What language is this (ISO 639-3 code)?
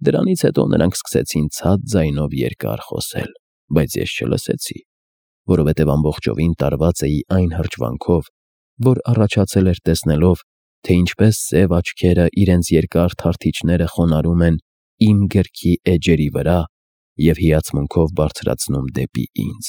hye